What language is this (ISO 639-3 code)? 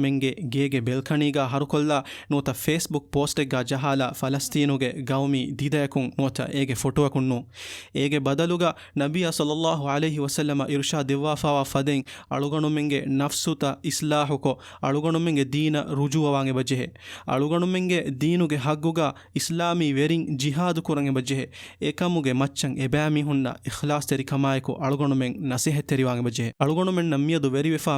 div